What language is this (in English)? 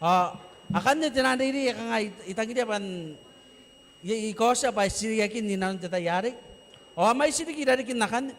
Gilbertese